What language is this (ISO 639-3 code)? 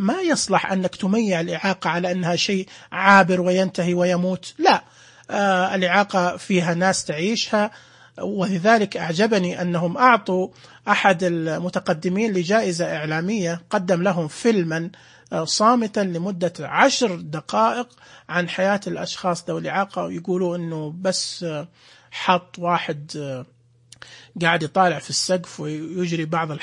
ars